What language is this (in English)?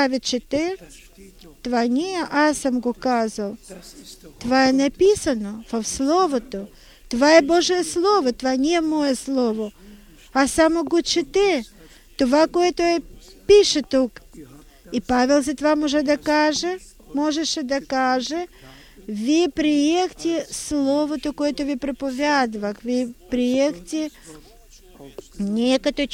Bulgarian